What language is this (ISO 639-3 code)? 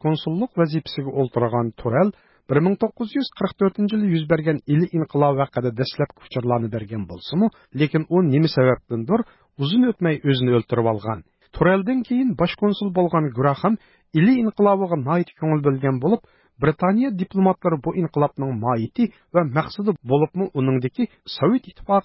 uig